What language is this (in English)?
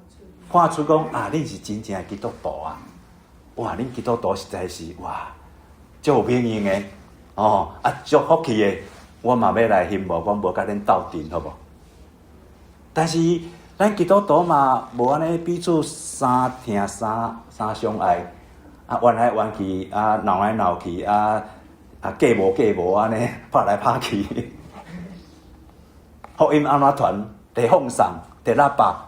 Min Nan Chinese